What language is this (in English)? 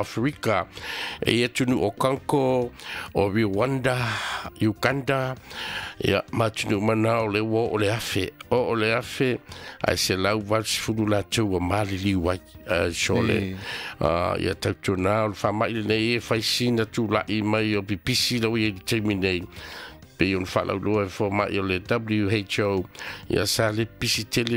Samoan